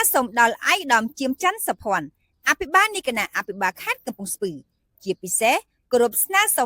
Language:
Khmer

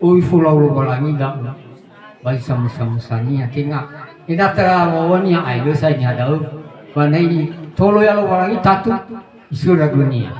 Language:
Nias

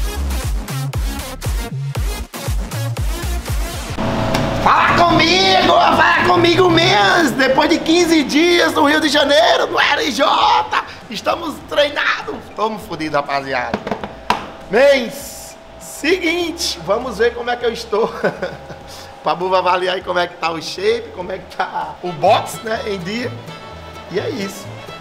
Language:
Portuguese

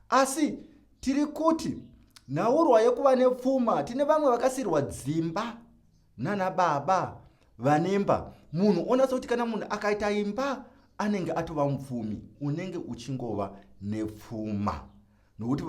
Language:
Shona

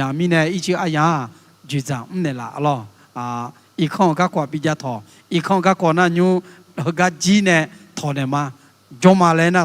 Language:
Akha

